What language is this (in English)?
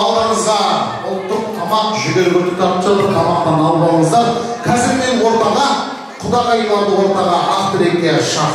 Kara-Kalpak